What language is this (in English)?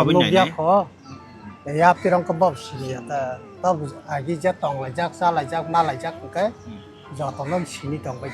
Kok Borok